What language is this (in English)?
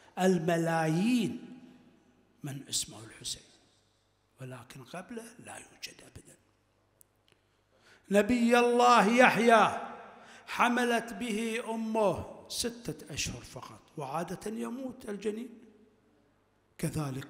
Arabic